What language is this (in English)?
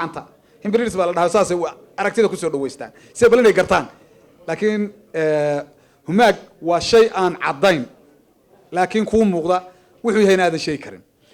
Somali